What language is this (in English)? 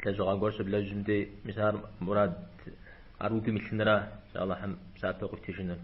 Kabardian